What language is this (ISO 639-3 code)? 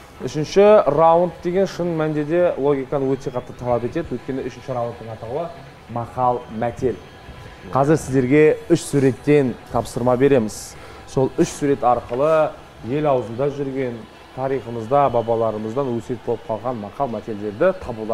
kaz